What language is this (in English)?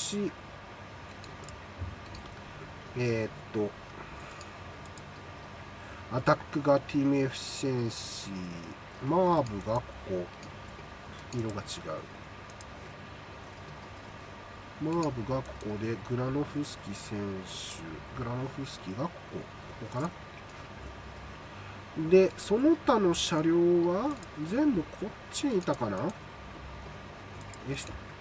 Japanese